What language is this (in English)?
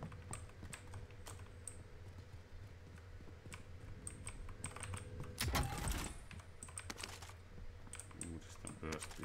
Hungarian